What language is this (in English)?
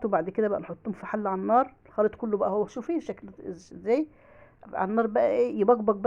Egyptian Arabic